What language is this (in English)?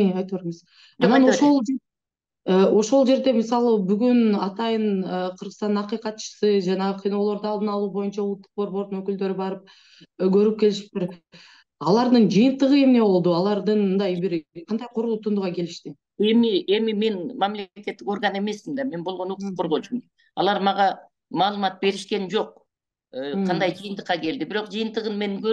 Kyrgyz